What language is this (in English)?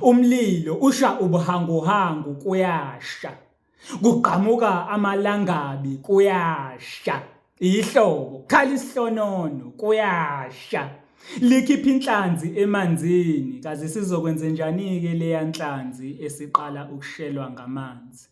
Zulu